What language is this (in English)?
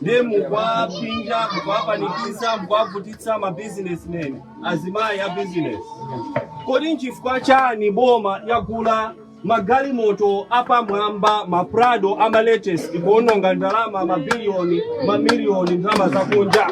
Nyanja